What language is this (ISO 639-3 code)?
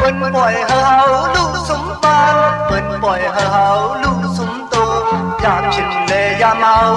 shn